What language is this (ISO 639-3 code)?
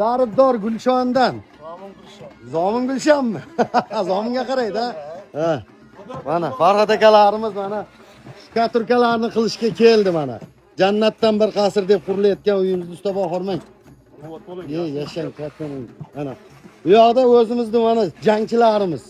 uzb